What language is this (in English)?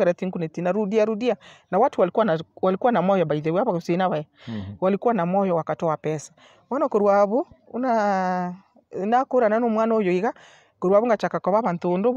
Gusii